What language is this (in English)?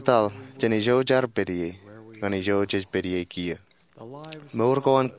Marshallese